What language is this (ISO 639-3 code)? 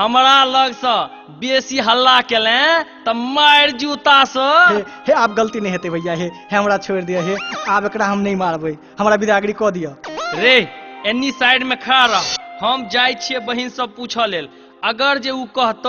mai